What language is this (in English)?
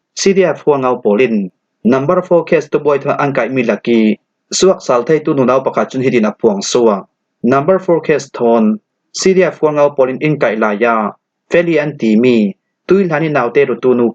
Falam Chin